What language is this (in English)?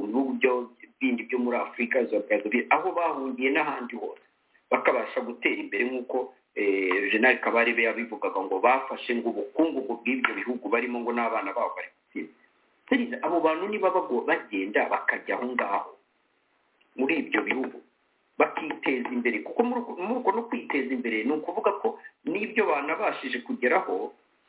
Kinyarwanda